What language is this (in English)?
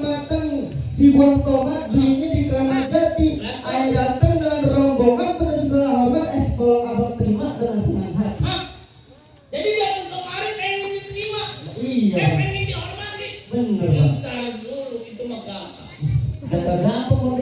Betawi